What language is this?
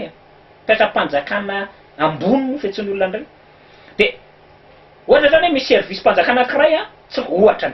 Malagasy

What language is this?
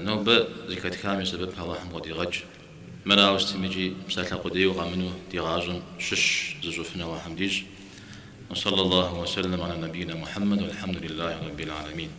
Kabardian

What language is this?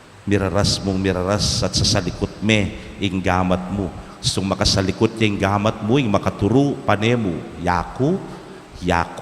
Pampanga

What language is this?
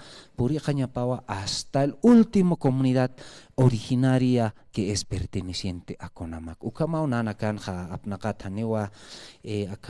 Aymara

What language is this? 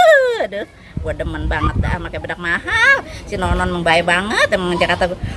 Betawi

